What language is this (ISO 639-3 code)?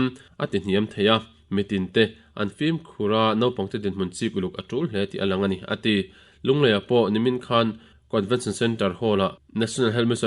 lus